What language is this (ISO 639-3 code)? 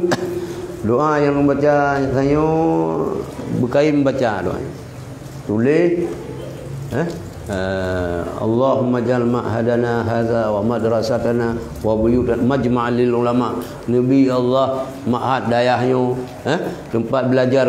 ace